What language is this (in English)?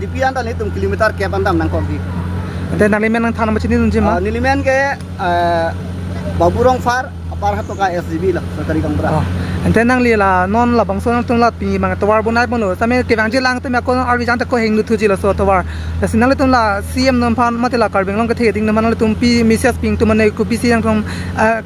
Karbi